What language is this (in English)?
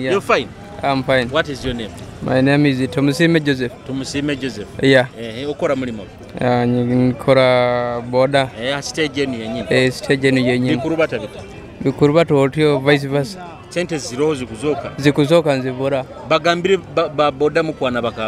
Nyoro